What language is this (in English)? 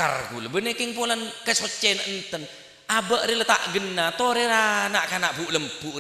Madurese